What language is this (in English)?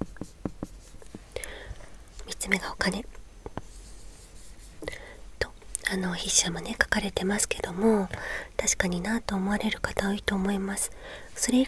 Japanese